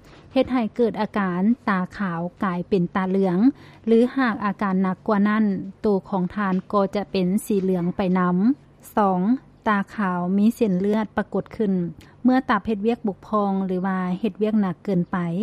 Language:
Lao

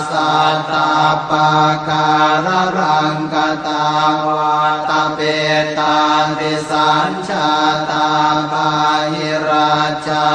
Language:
Pali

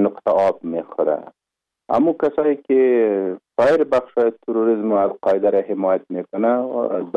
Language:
Persian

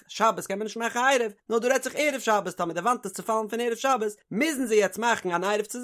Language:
Yiddish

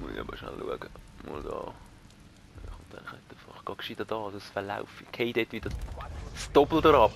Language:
Swiss German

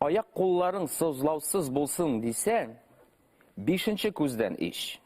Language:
Bashkir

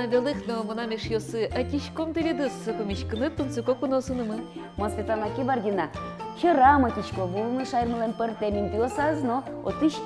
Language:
Udmurt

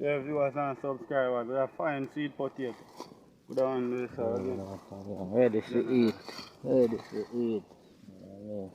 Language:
Jamaican Creole English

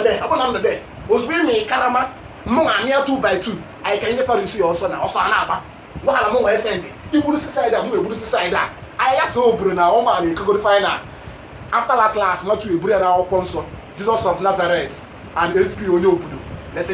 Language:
Igbo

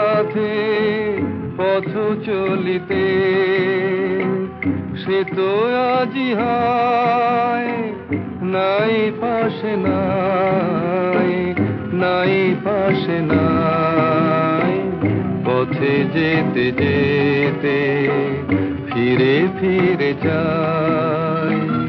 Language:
Bangla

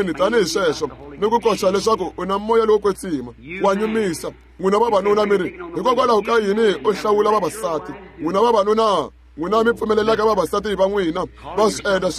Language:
Tsonga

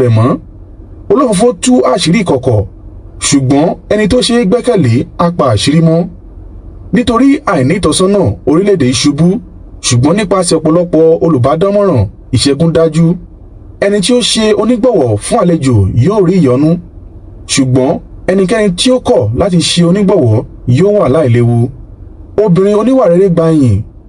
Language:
Yoruba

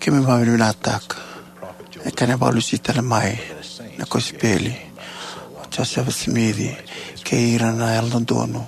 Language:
Fijian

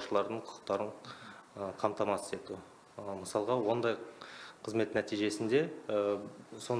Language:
Kazakh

